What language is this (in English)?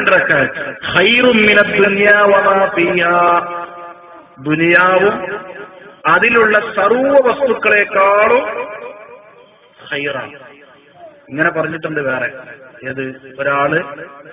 Malayalam